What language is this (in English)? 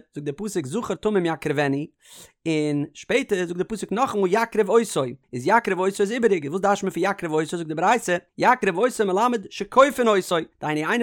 Yiddish